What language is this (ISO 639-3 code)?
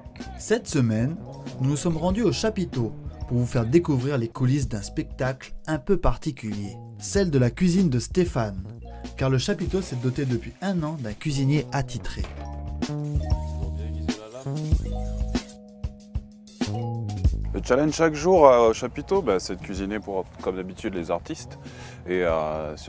fra